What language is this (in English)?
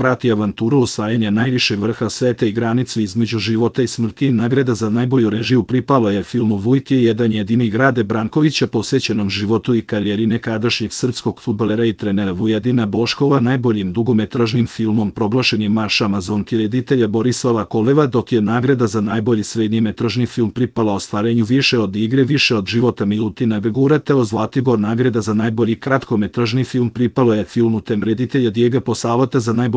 Serbian